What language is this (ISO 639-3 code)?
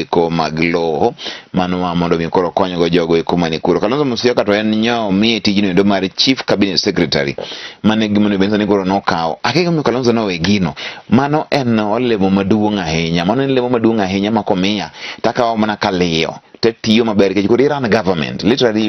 luo